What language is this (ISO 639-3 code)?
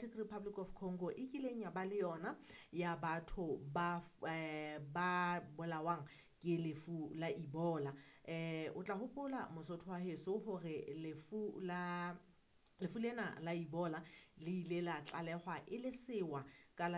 sot